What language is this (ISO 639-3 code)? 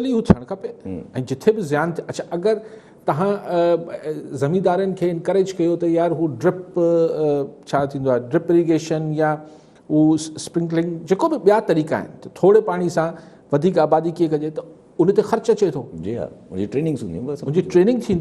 snd